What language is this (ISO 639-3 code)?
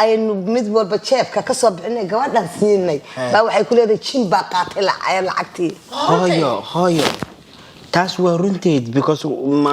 som